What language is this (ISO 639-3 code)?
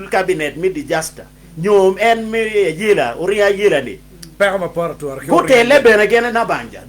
ach